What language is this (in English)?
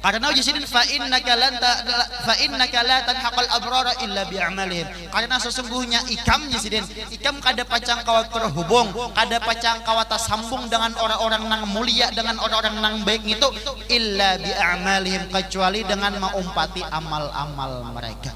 Banjar